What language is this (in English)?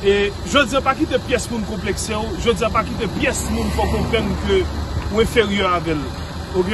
Haitian Creole